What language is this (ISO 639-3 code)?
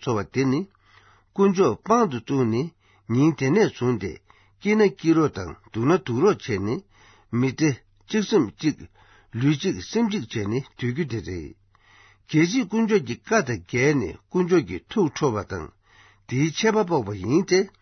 bod